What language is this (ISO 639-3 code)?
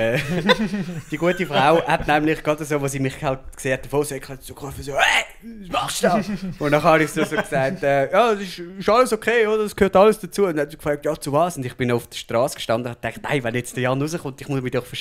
gsw